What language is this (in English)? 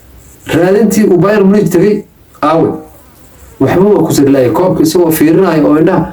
Somali